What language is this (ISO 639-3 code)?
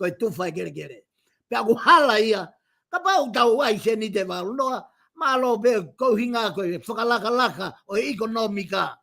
ton